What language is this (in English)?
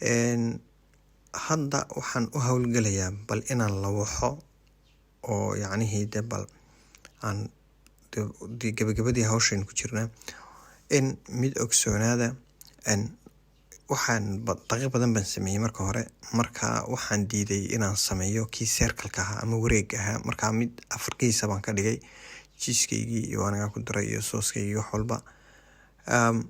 Somali